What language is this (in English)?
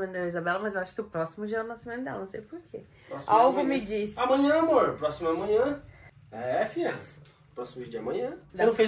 Portuguese